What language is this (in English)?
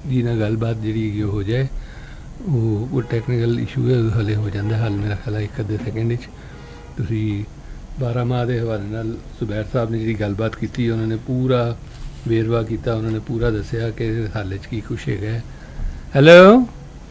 Punjabi